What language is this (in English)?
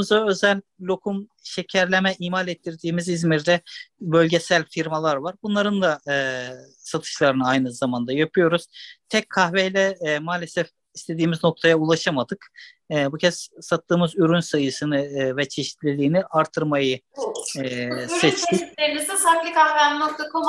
Turkish